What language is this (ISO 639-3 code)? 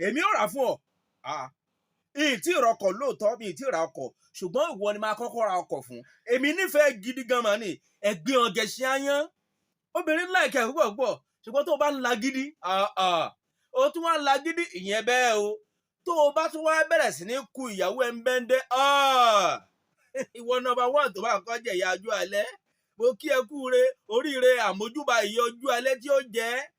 yor